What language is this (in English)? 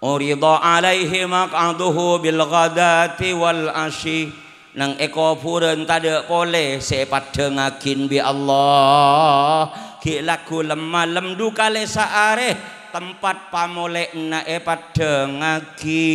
Madurese